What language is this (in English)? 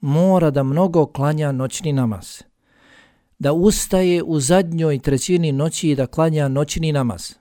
Bosnian